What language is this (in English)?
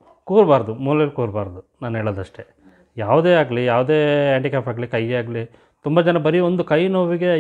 Kannada